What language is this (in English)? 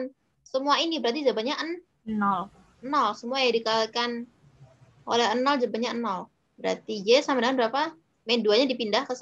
Indonesian